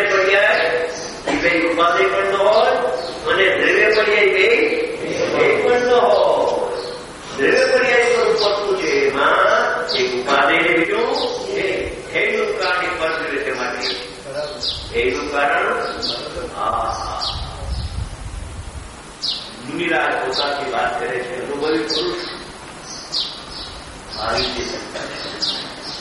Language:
Gujarati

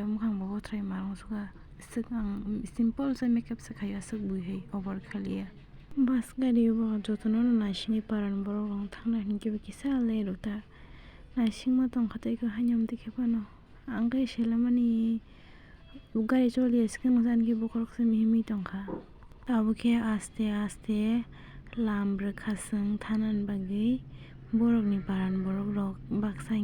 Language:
Kok Borok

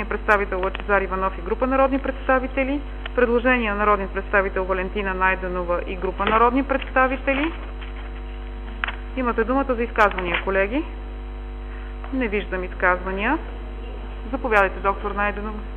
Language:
Bulgarian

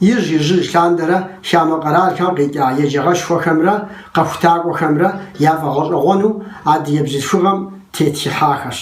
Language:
Kabardian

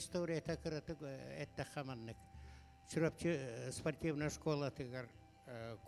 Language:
Yakut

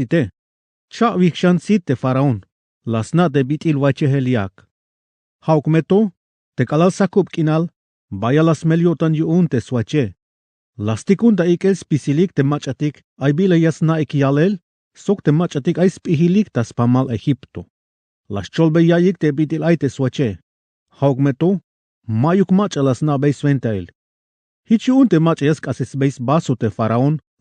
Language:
Tzeltal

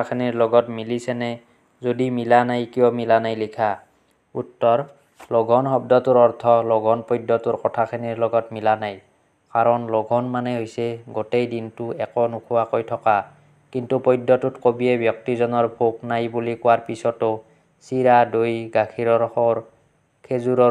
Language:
Assamese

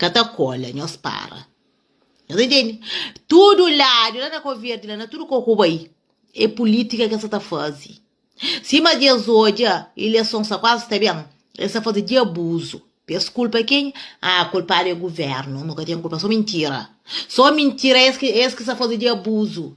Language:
Kabuverdianu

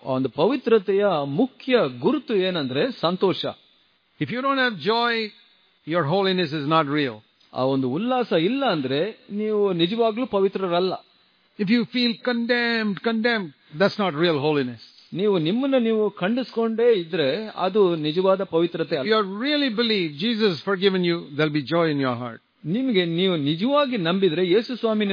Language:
Kannada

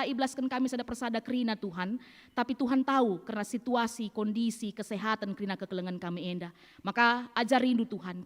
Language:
Batak Karo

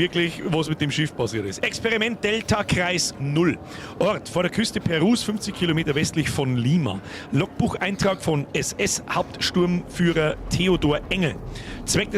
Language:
Bavarian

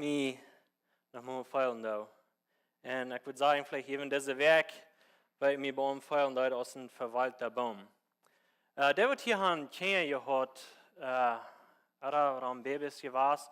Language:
Plautdietsch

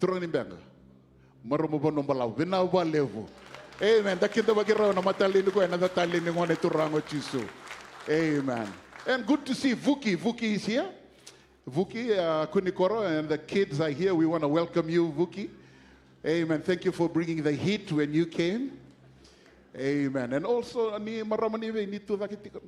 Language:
Fijian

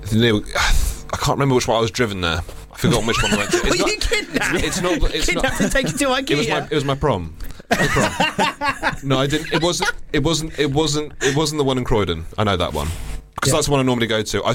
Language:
English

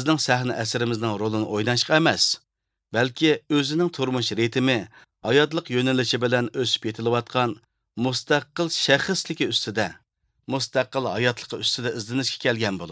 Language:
Uyghur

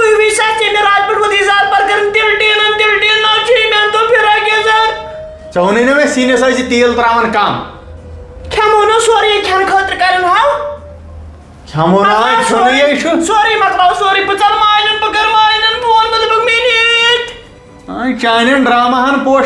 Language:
Kashmiri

